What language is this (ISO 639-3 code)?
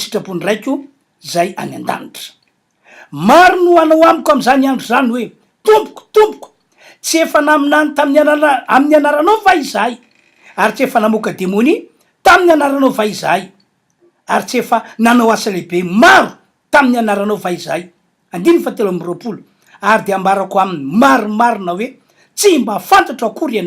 mlg